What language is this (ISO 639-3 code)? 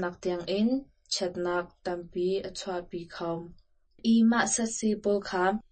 cnh